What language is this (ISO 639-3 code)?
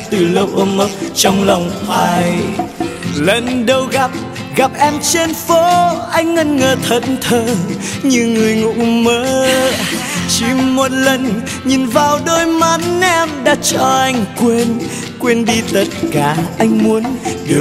vie